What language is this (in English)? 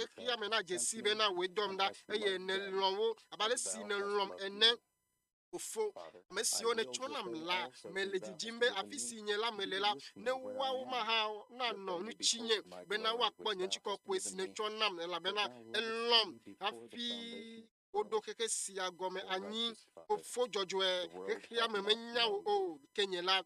Ewe